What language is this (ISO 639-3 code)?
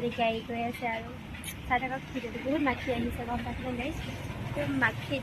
asm